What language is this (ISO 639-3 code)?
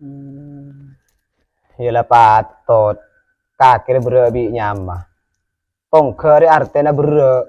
mad